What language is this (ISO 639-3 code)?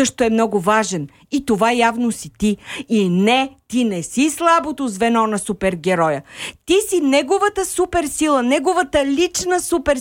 bul